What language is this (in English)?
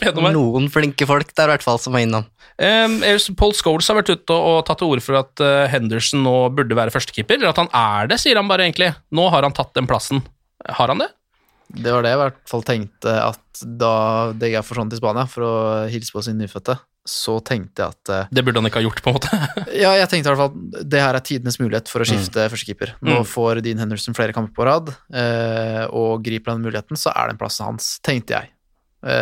Norwegian